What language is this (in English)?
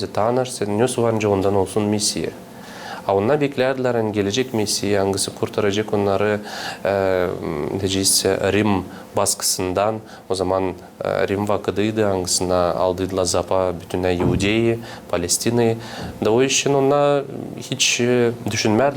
Gagauz